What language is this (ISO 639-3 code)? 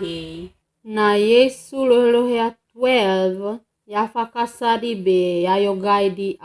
wgb